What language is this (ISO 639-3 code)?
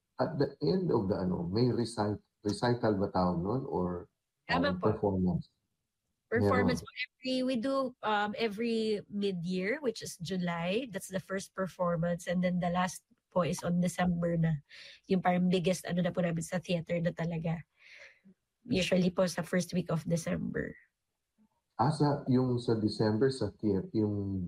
fil